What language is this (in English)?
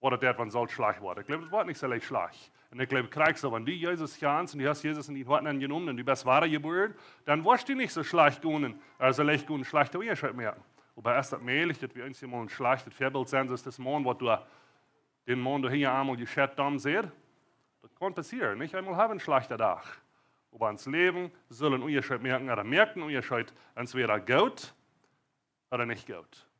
Plautdietsch